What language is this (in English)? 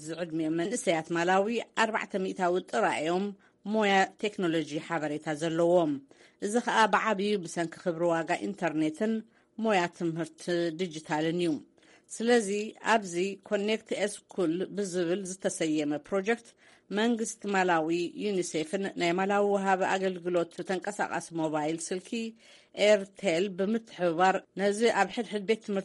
Tigrinya